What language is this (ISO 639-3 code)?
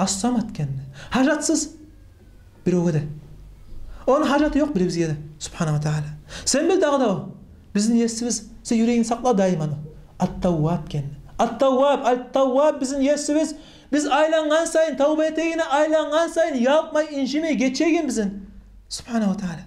kum